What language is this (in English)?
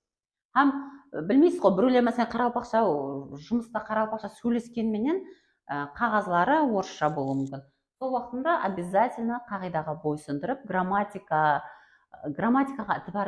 Kara-Kalpak